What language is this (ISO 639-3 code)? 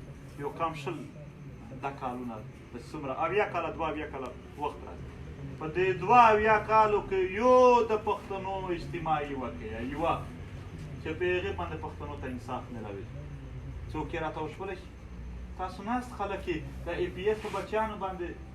pus